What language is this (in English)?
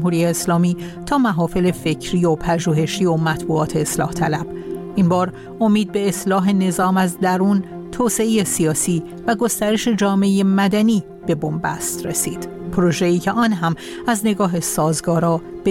Persian